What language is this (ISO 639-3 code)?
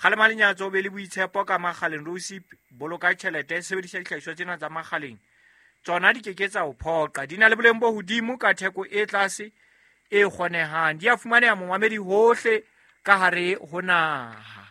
sot